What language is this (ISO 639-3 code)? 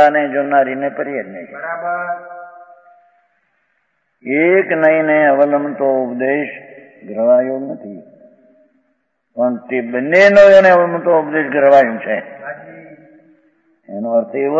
guj